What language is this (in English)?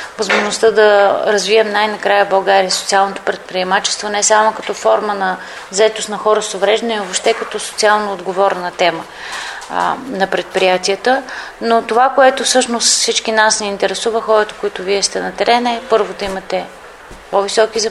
Bulgarian